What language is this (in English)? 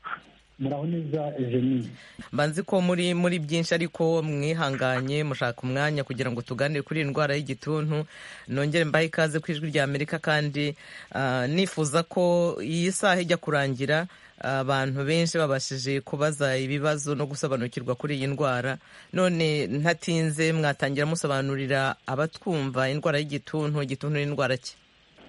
Kinyarwanda